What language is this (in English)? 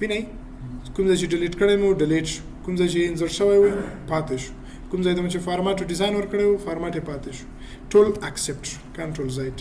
Pashto